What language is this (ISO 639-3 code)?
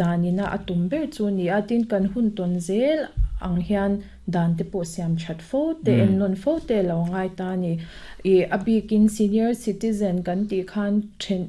lus